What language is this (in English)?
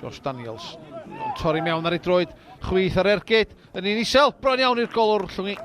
Welsh